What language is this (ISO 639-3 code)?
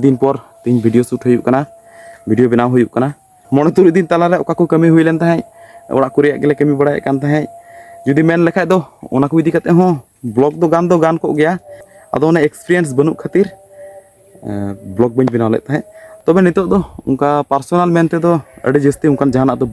sat